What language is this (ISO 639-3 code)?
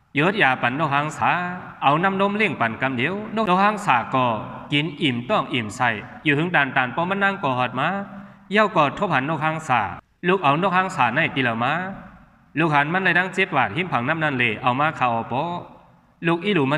shn